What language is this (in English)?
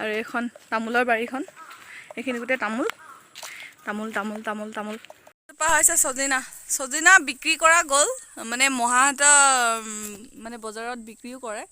Assamese